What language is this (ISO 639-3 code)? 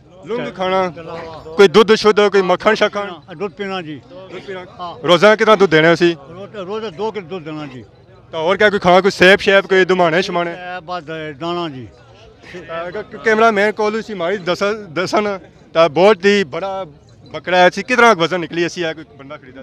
phr